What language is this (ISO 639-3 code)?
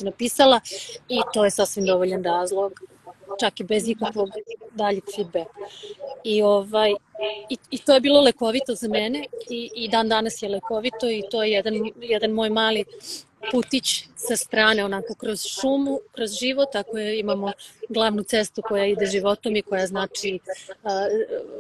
srp